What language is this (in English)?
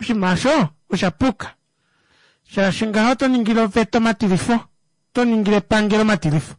Kuanyama